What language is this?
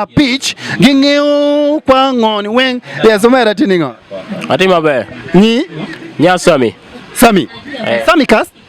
Acoli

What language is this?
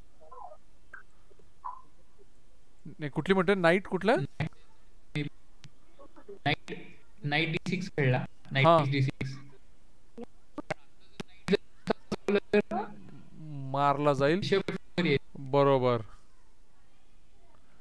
Marathi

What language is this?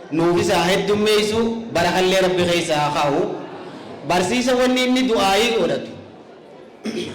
Oromo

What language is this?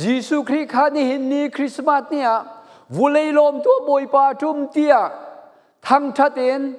Falam Chin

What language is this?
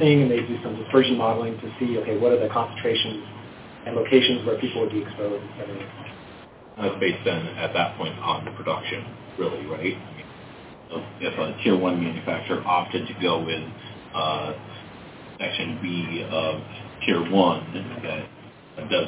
English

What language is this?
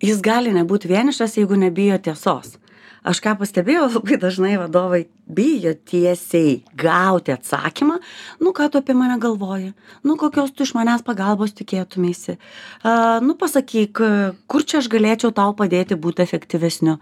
Lithuanian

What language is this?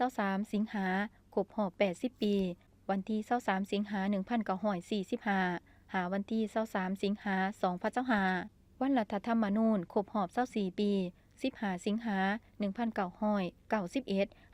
Lao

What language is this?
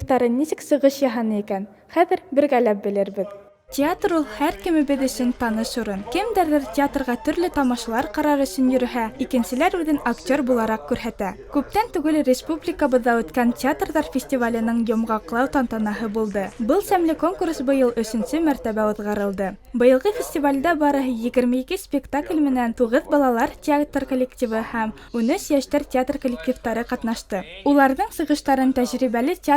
Bashkir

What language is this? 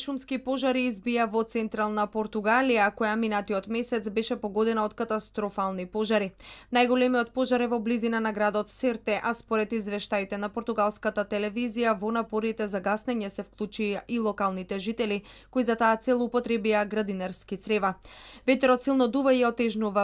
Macedonian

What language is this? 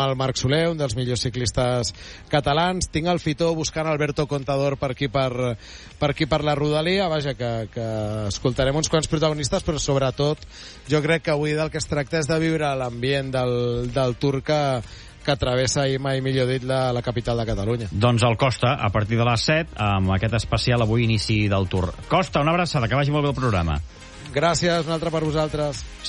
Catalan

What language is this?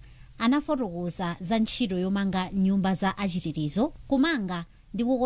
Nyanja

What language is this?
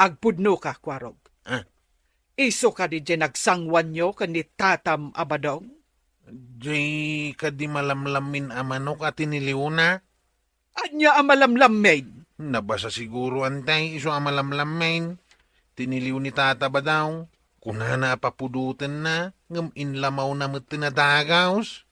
Iloko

